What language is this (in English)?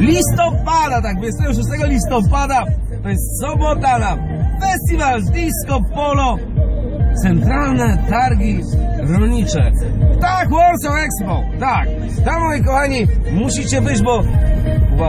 Polish